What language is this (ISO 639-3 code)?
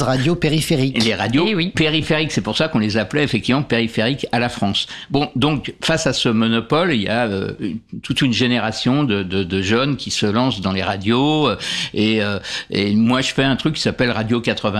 fra